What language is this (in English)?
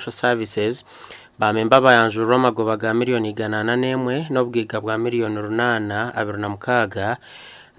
Nyankole